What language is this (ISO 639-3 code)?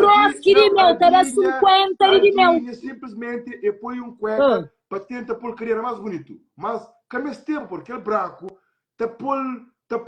kea